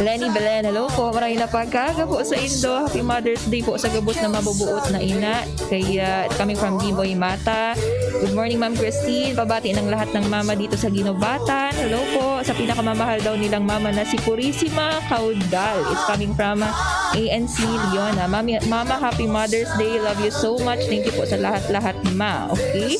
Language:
Bikol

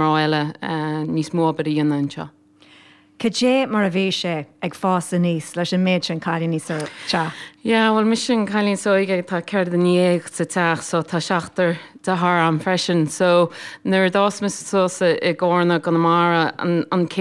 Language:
Irish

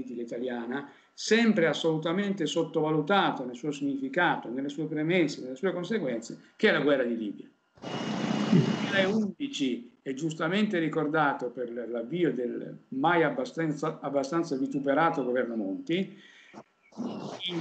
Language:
Italian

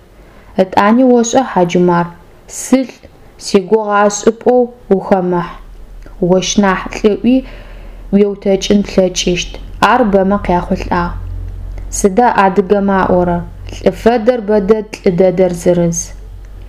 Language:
Adyghe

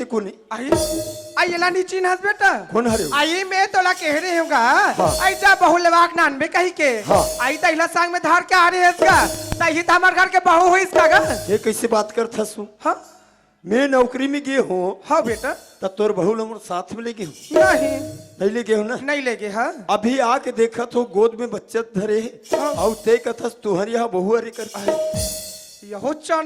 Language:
Chhattisgarhi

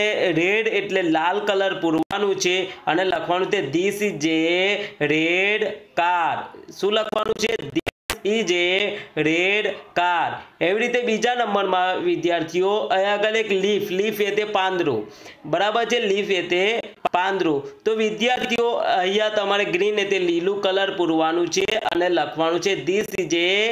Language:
Gujarati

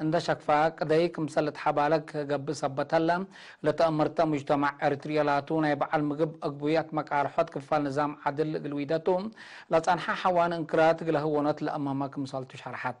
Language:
Tigre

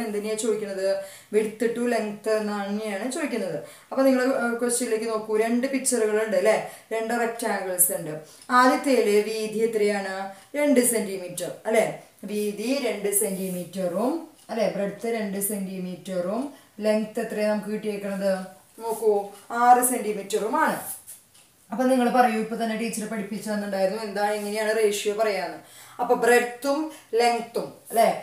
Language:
Malayalam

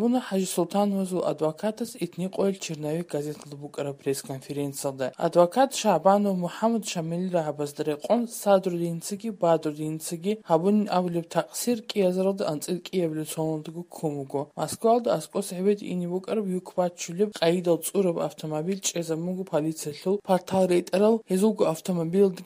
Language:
Avaric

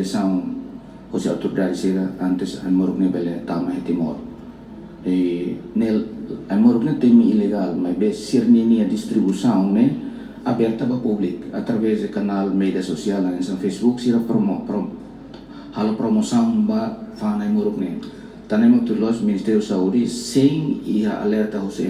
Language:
Tetum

